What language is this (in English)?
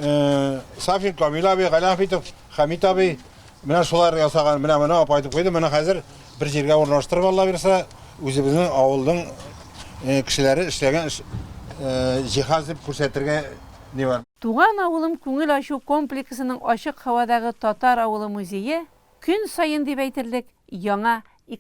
Tatar